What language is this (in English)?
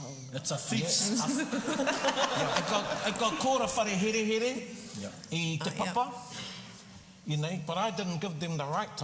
Māori